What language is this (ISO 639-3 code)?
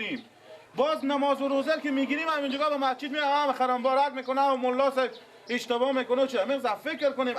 fas